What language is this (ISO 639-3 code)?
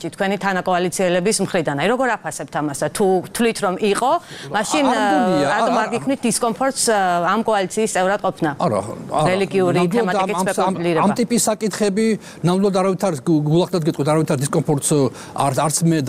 kat